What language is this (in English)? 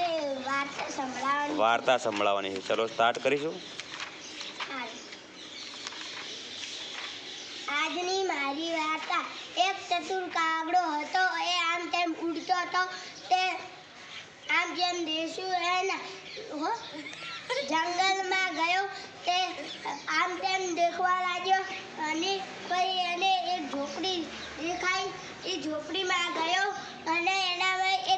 Gujarati